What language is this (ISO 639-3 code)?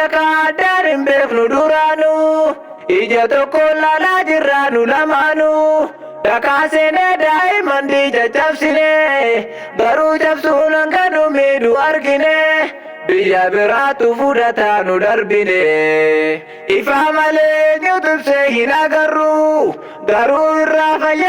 orm